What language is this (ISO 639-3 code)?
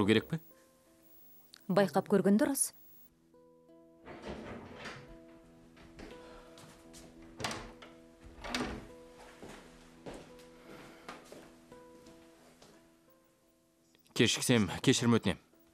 kaz